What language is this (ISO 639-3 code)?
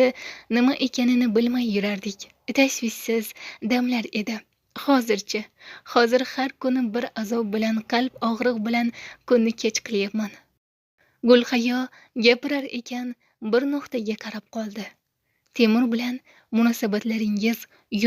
uzb